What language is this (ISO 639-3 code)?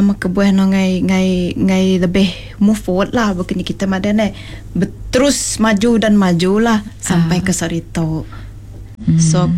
iba